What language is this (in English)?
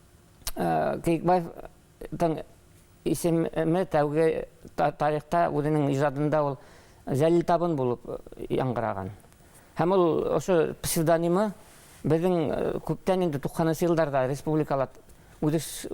Bashkir